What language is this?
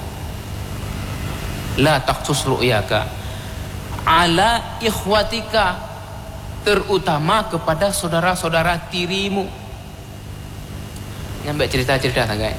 Indonesian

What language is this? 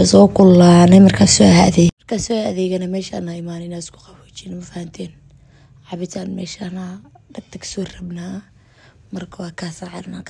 Somali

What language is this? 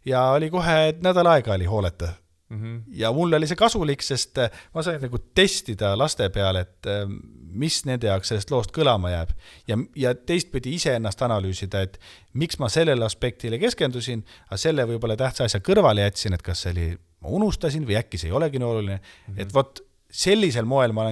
Estonian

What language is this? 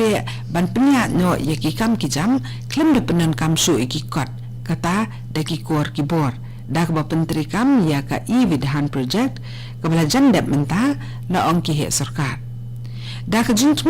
Khasi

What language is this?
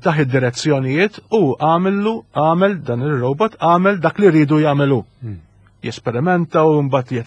Maltese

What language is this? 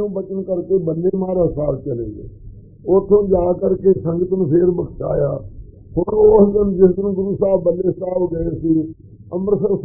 Punjabi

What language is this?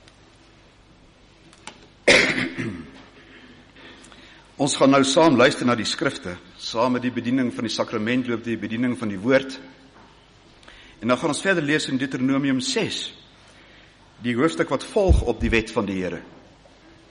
Afrikaans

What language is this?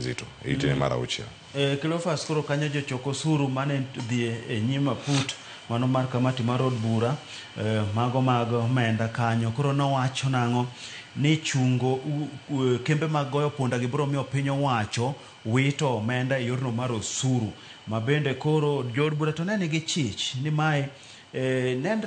Luo (Kenya and Tanzania)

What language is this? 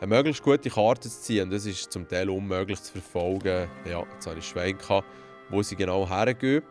Swiss German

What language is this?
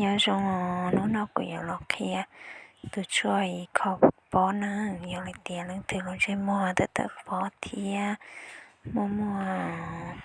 Hmong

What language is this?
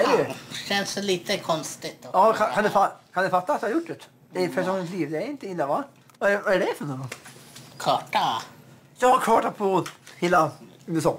Swedish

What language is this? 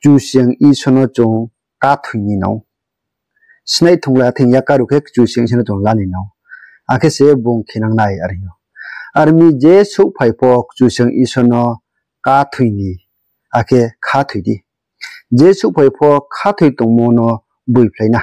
Riang (India)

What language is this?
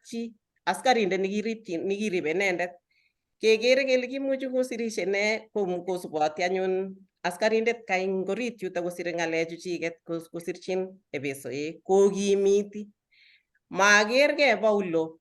Kalenjin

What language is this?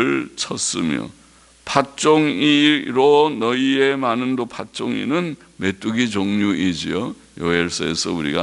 Korean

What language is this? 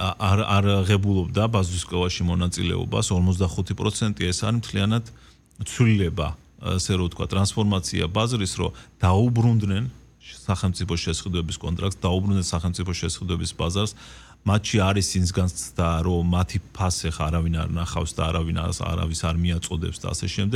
Georgian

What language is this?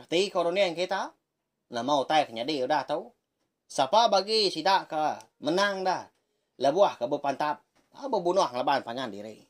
Iban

